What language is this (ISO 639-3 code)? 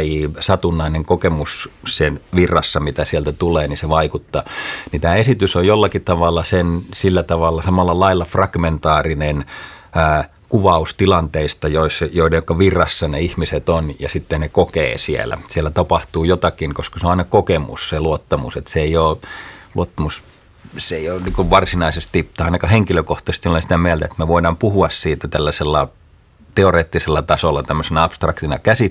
fin